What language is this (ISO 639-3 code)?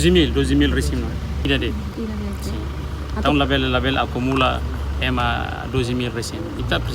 tet